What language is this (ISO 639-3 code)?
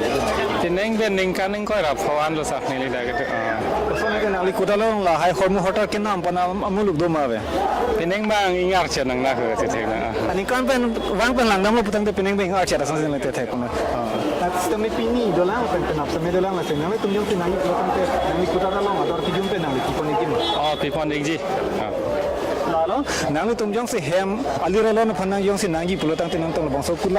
mjw